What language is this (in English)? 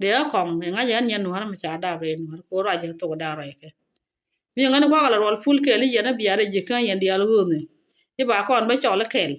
Nuer